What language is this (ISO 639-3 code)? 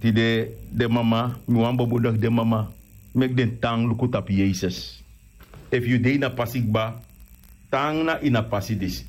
srn